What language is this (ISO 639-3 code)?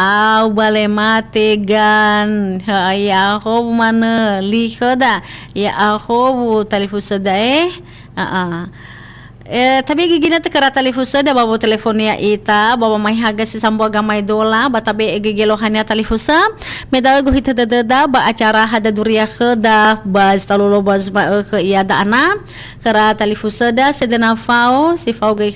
nia